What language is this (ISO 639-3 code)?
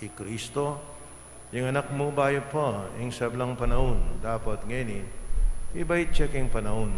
pam